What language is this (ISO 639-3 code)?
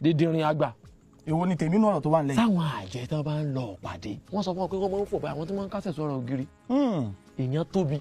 yor